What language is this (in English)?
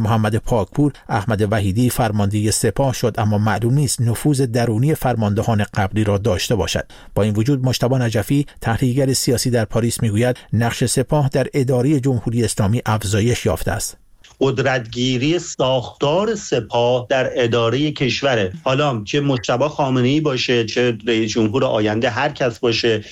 Persian